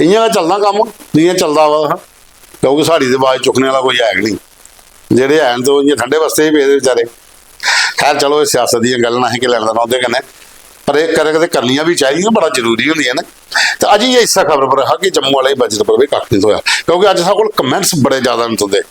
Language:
Dogri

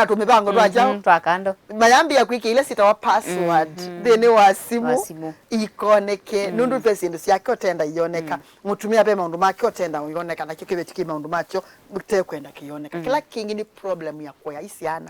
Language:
Kamba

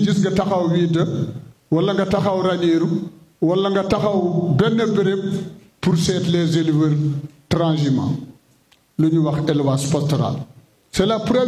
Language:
Wolof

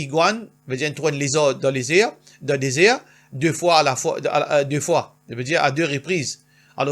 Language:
Morisyen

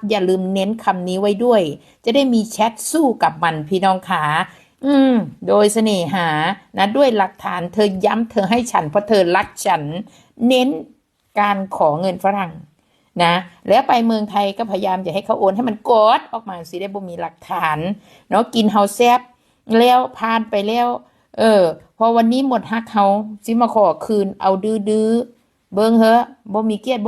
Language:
Northeastern Thai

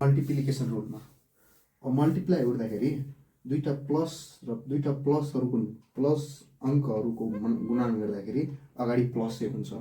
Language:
Nepali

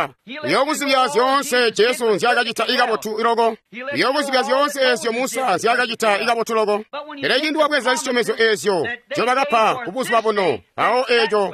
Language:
Tonga (Zambia)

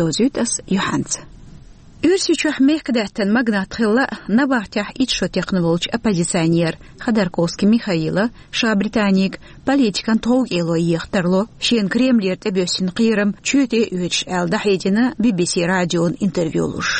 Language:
Chechen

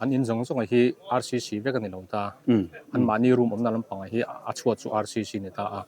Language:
Mizo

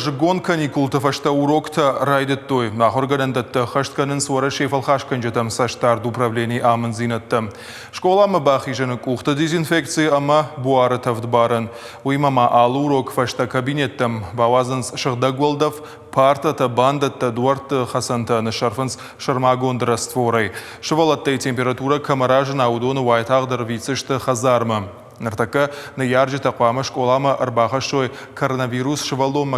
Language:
Ossetic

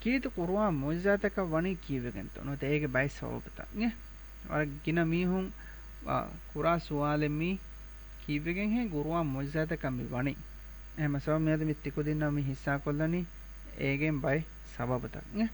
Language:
Divehi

